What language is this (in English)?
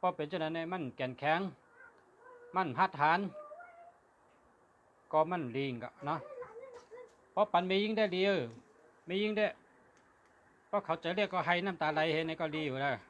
Shan